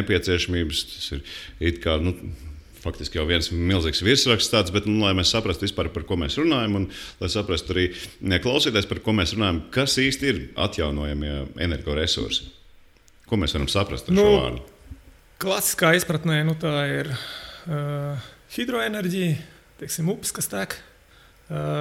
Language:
Latvian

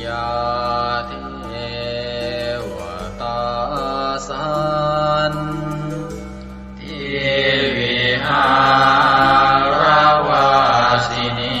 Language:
Pali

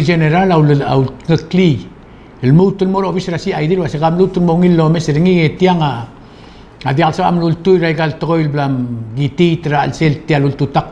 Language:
Palauan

